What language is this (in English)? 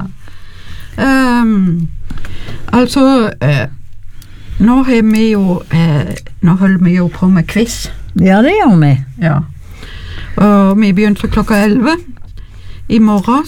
Norwegian